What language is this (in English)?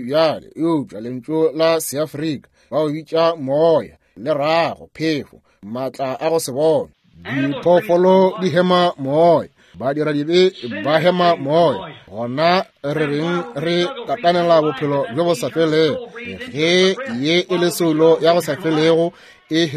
Northern Sotho